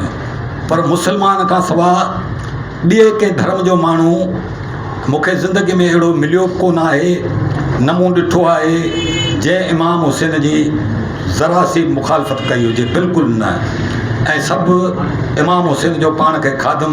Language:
Sindhi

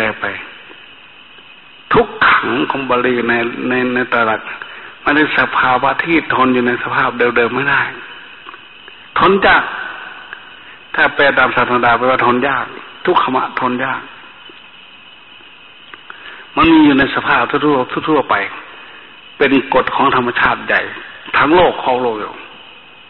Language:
Thai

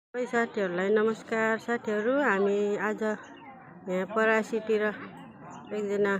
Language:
Nepali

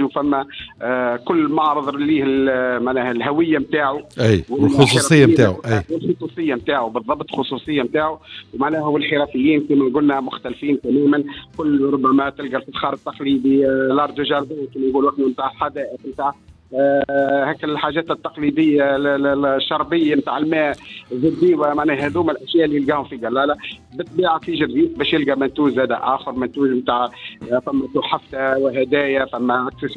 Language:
Tunisian Arabic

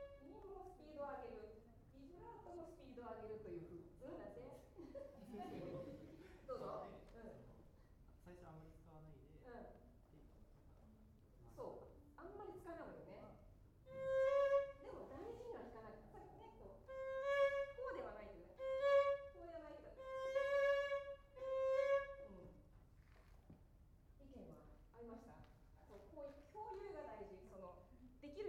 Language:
Japanese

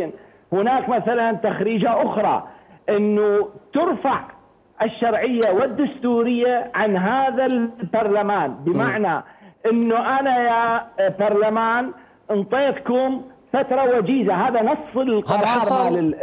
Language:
Mesopotamian Arabic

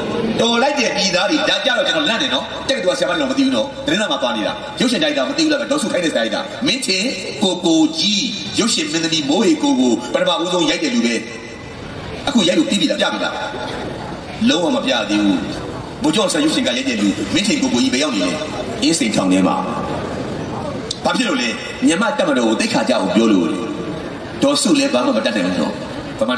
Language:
Burmese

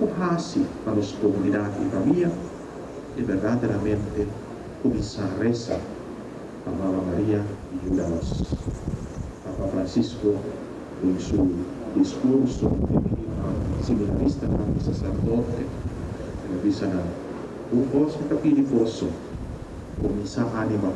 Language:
Papiamento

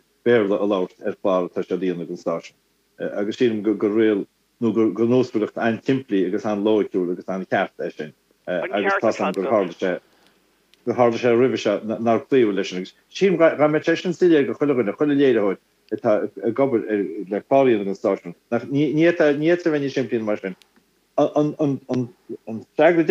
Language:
Irish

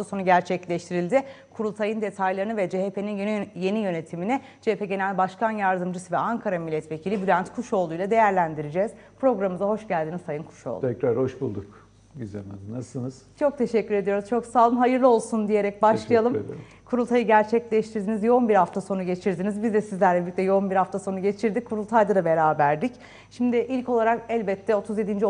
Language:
Turkish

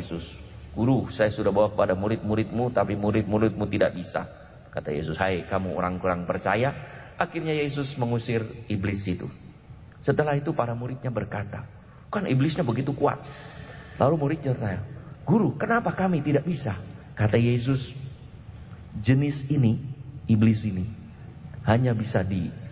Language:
Indonesian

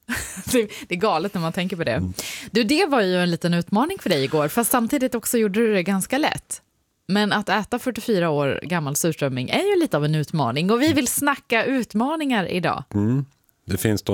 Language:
Swedish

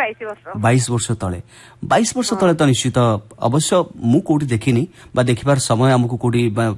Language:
Odia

